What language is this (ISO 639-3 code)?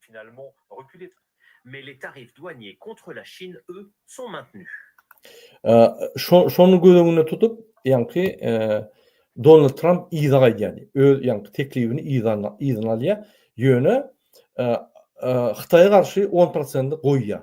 tuk